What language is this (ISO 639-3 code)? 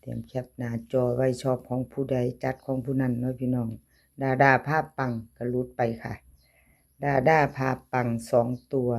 tts